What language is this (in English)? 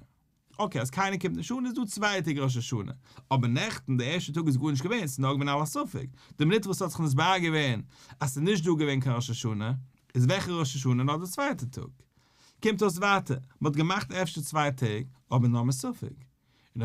Yiddish